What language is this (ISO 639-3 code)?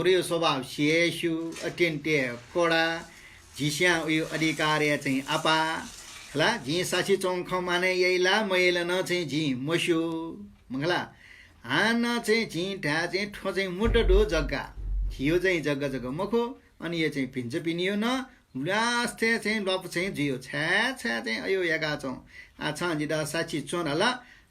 new